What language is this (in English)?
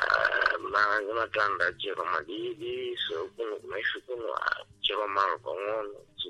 Sena